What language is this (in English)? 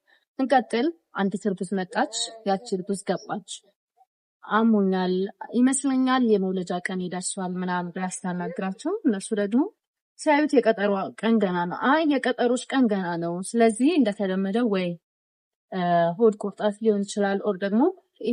Amharic